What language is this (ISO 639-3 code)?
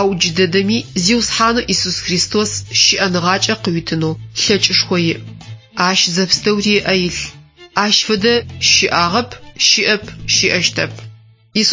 ady